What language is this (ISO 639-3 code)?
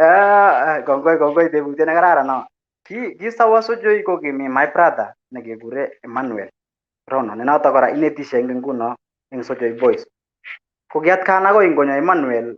kln